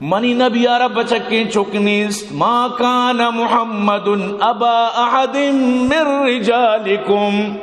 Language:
Eastern Balochi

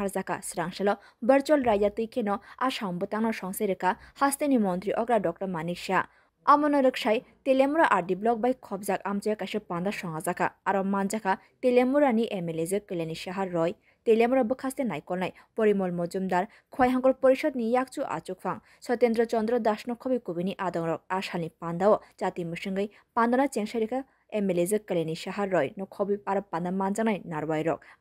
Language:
Kok Borok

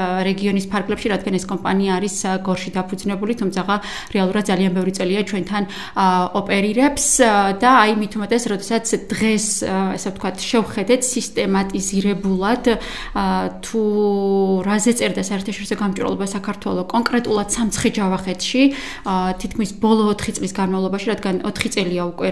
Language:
Georgian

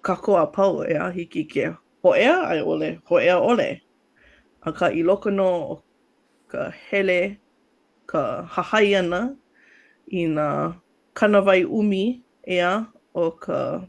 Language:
Hawaiian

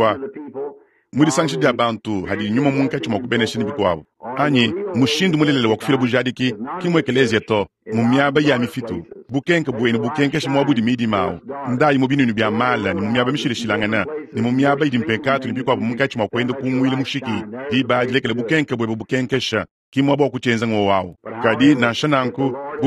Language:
Luba-Lulua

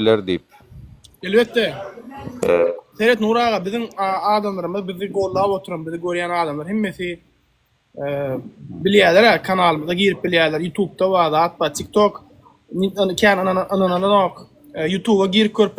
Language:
Turkmen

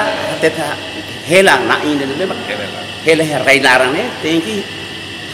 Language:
Tetum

